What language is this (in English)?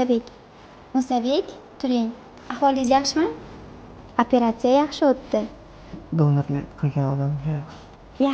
Uzbek